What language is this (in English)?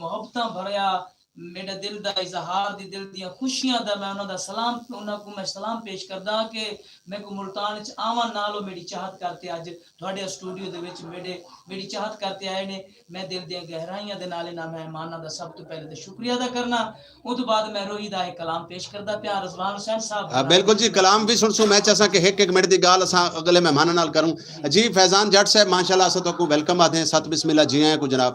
Saraiki